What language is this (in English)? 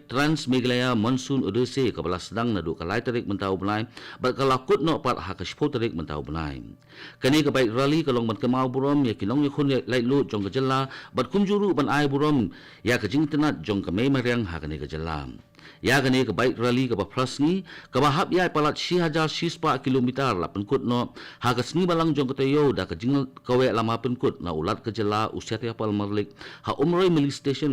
Khasi